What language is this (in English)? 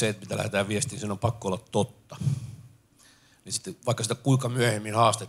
Finnish